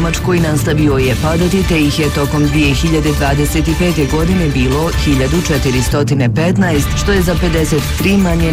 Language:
Bosnian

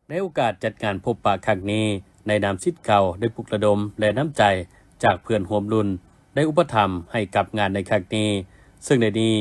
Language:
Lao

